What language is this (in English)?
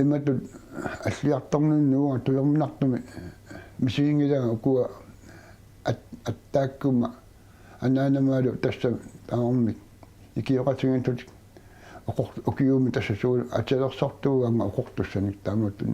Kalaallisut